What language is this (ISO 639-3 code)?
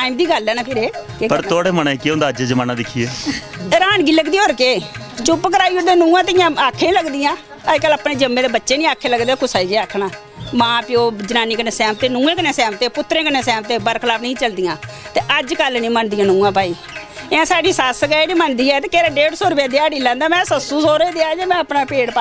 doi